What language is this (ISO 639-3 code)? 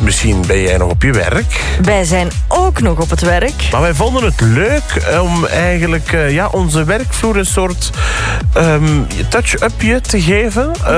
nld